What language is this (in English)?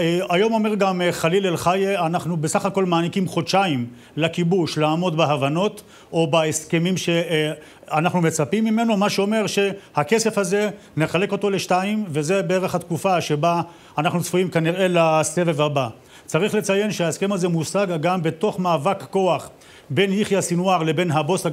Hebrew